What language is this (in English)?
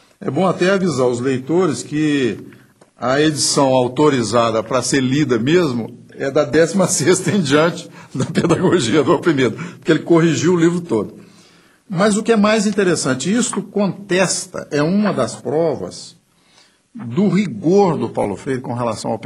Portuguese